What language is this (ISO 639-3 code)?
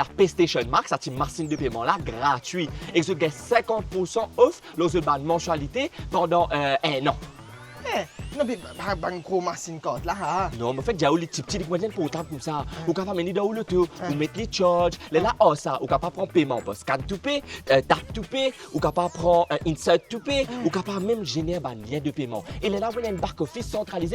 mfe